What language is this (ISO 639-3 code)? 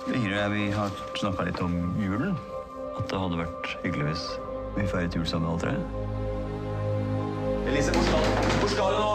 nor